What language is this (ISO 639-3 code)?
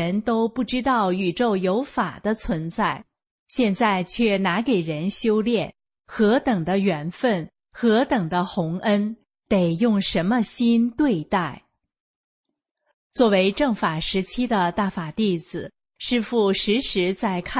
zho